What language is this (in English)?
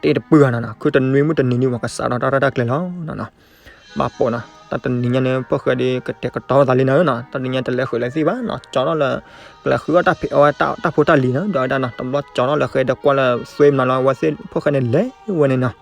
S'gaw Karen